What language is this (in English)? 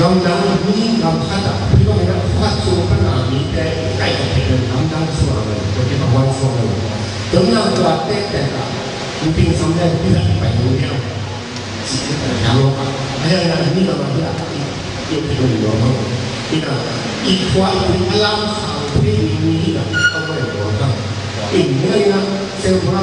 Tedim Chin